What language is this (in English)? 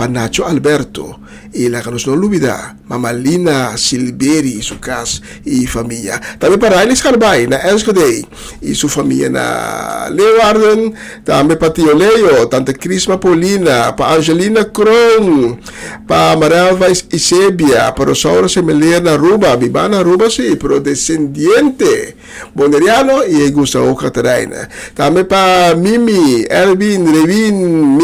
Papiamento